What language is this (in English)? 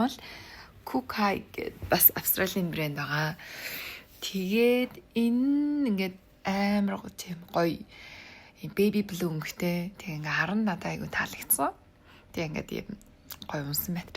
Mongolian